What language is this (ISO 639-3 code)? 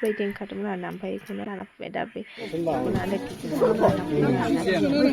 brx